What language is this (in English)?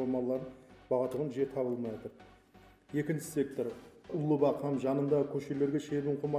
Kyrgyz